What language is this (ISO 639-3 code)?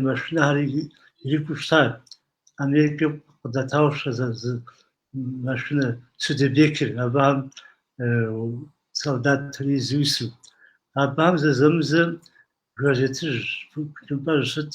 kbd